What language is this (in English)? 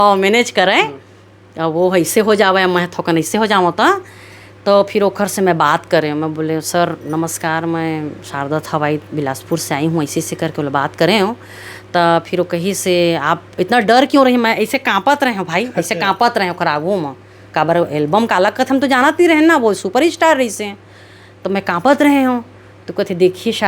Chhattisgarhi